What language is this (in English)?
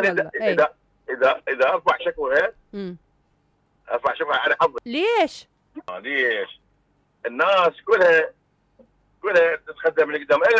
Mesopotamian Arabic